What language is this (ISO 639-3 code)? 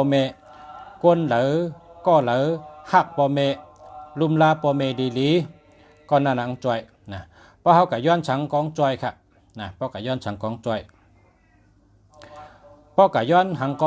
shn